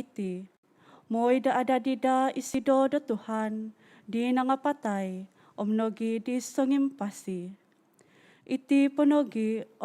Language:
Central Dusun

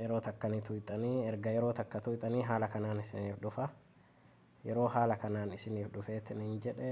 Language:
Oromo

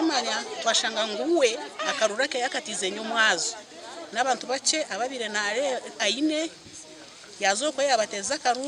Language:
Nyankole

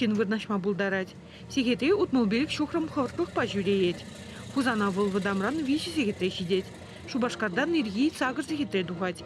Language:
Chuvash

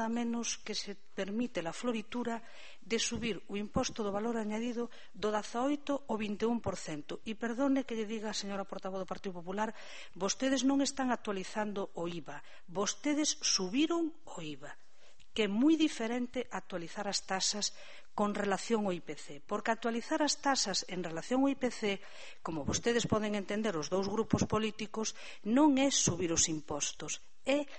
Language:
Galician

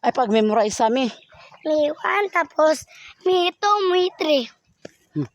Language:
Cebuano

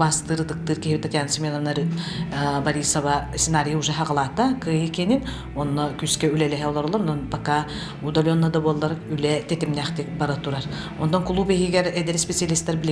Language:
Yakut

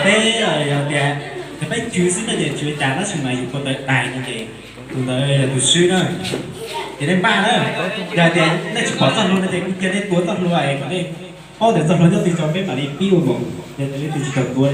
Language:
Hmong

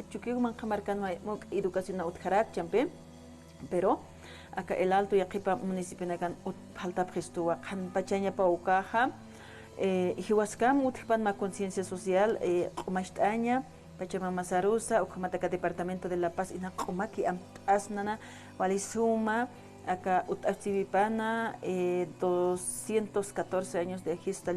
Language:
Aymara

